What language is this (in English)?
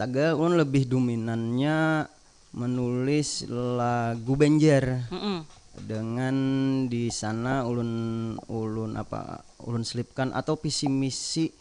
Banjar